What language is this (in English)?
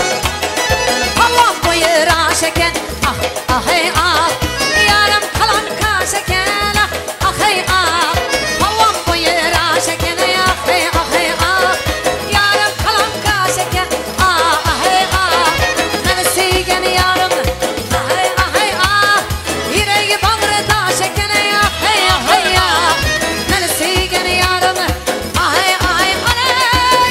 Turkish